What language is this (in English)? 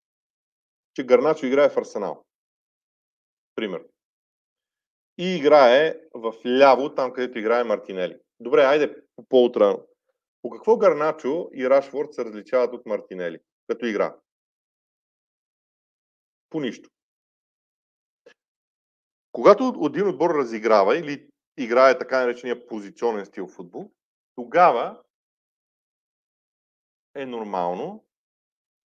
Bulgarian